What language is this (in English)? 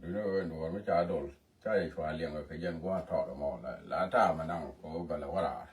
Nuer